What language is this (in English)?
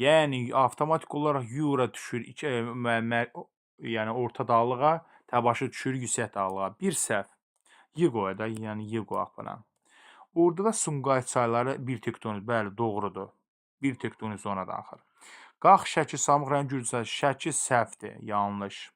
Azerbaijani